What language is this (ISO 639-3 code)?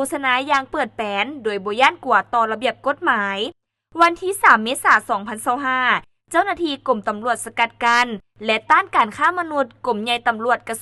lao